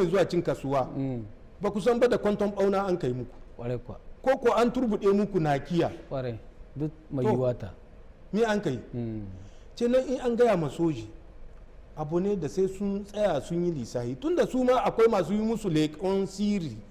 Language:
Hausa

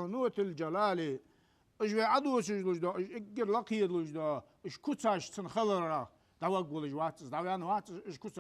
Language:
Ingush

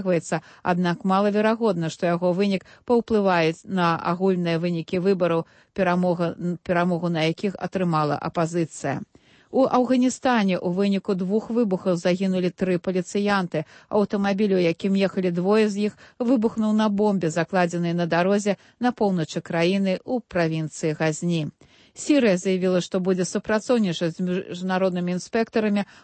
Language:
Belarusian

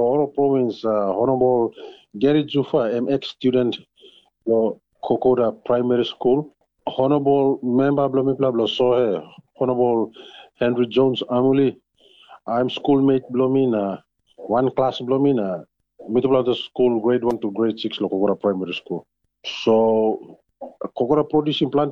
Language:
Tok Pisin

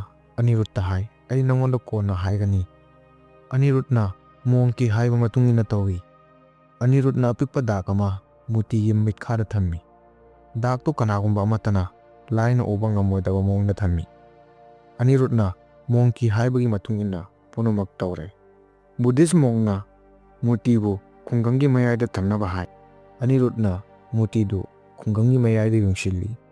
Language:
Manipuri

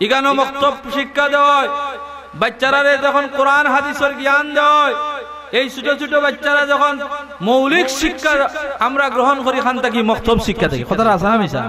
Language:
Sylheti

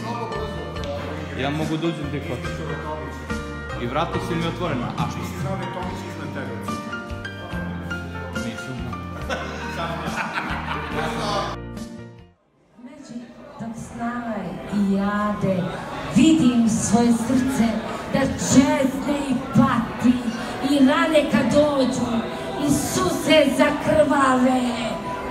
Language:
Serbian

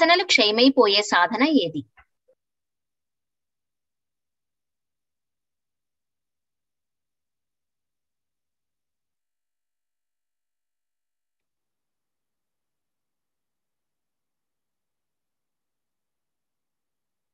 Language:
Telugu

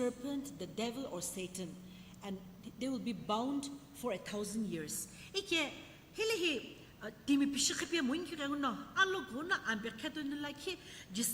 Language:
Sumi Naga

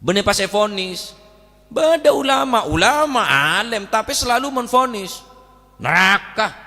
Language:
Madurese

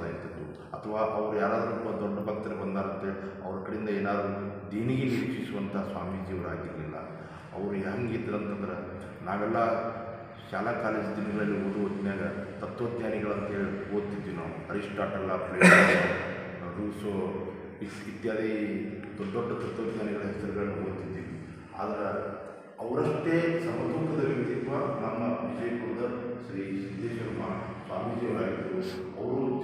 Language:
Kannada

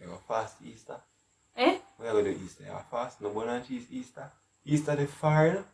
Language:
Jamaican Creole English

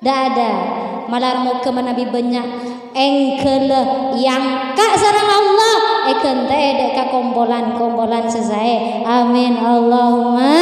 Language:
Madurese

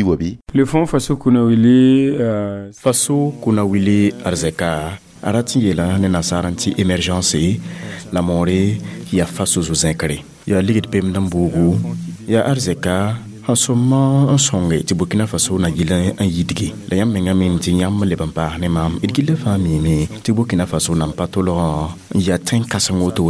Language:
Mossi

